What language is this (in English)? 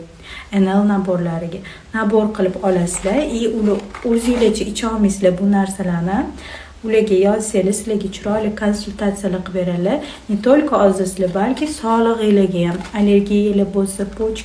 Uzbek